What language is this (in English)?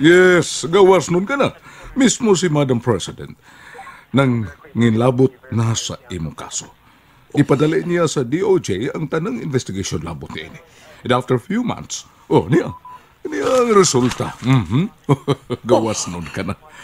Cebuano